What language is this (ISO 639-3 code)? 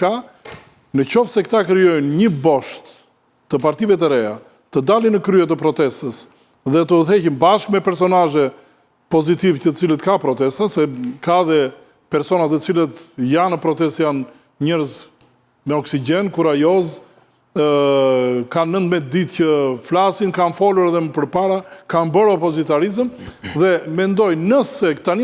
sqi